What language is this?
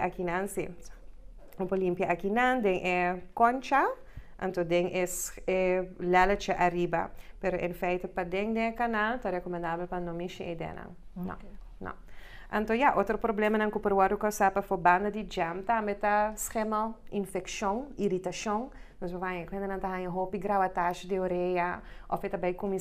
Papiamento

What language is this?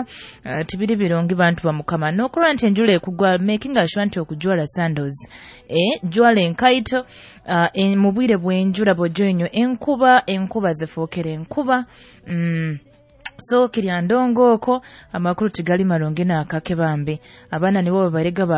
Nyoro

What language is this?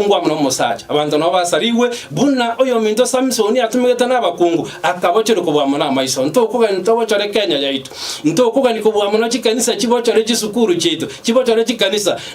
Gusii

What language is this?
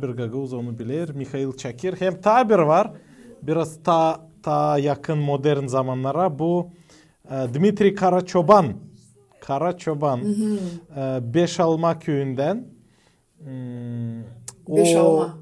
Gagauz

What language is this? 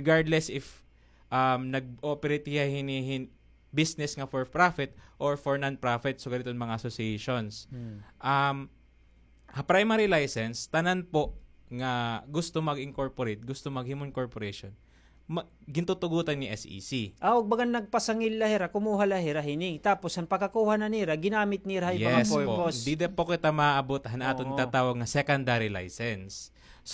Waray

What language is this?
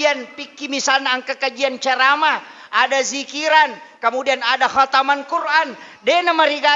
Buginese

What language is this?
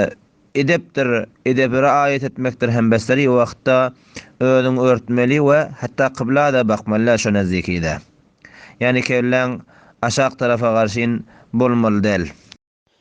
Turkmen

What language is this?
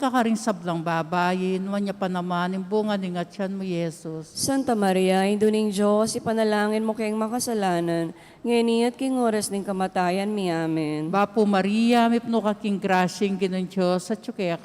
Pampanga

